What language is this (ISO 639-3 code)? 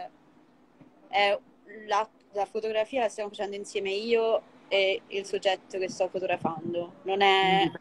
ita